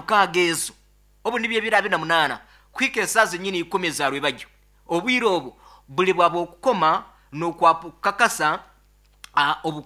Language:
Nyoro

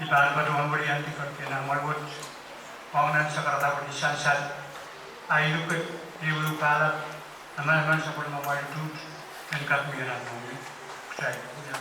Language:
Pohnpeian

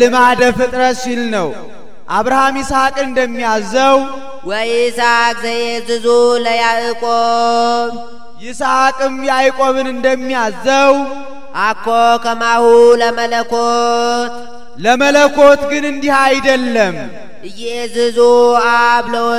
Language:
Amharic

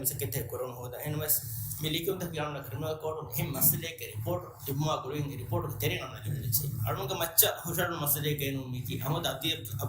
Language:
Divehi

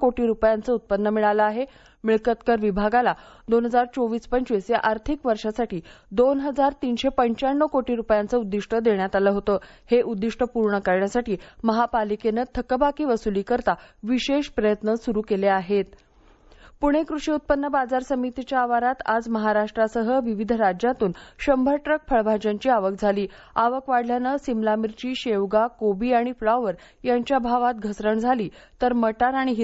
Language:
Marathi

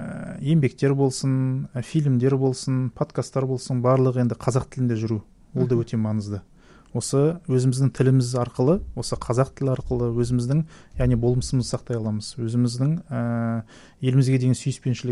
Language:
Kazakh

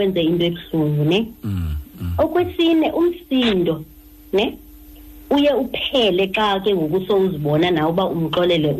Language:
Xhosa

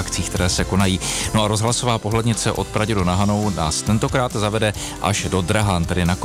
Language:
Czech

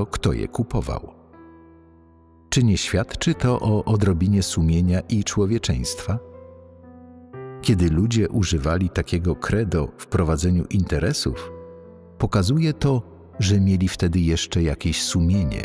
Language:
Polish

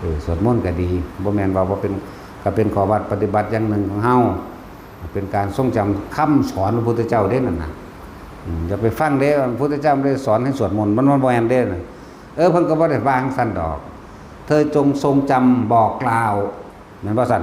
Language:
Northeastern Thai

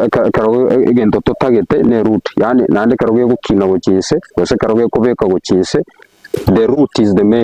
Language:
Gusii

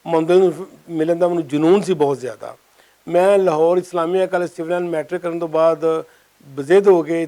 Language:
Western Panjabi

